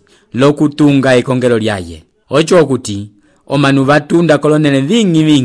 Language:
Umbundu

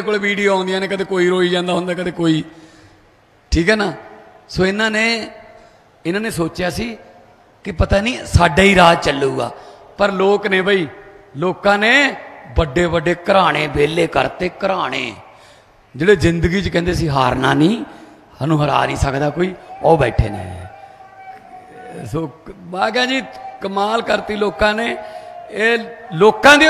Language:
Punjabi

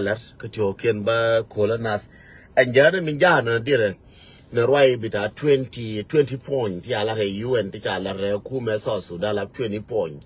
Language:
Nuer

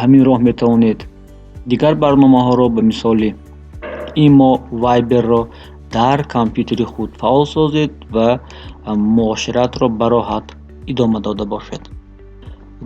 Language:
Tajik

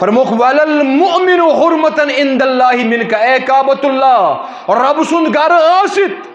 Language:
Kashmiri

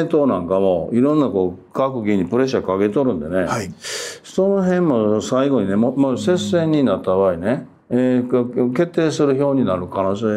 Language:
Japanese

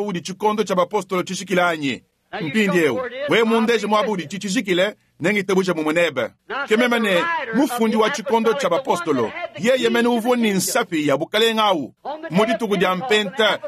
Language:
Luba-Lulua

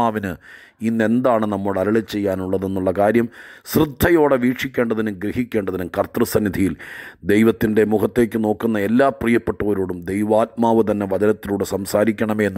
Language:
Malayalam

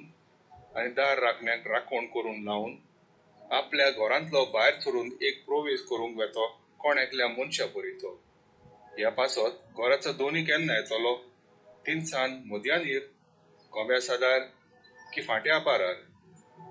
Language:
Konkani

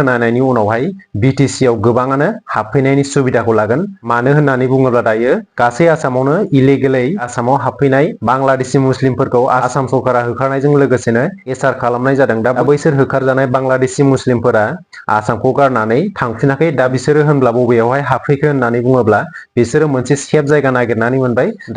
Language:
Bodo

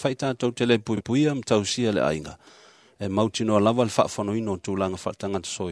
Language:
Samoan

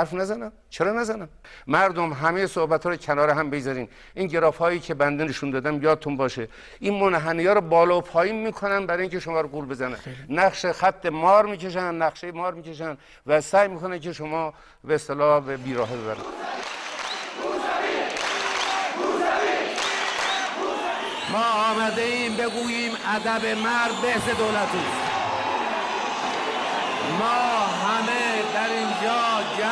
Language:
Persian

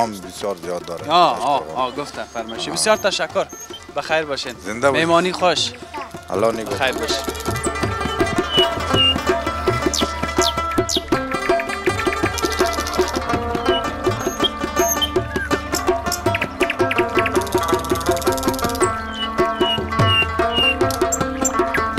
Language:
Persian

